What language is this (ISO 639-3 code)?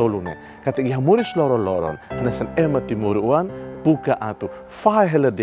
tet